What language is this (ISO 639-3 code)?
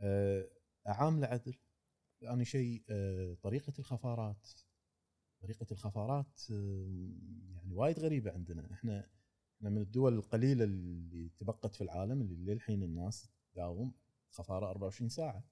afb